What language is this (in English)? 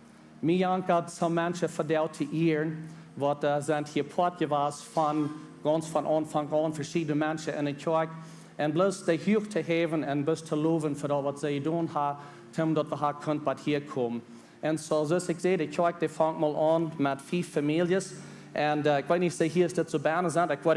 Plautdietsch